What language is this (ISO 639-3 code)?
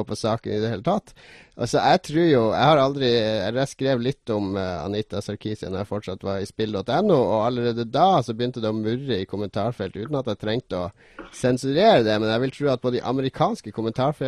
nor